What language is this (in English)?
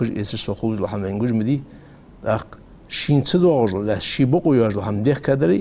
Ingush